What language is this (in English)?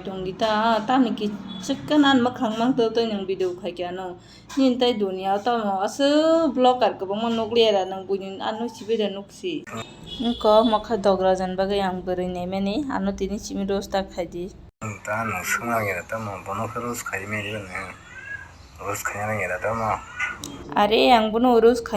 Kok Borok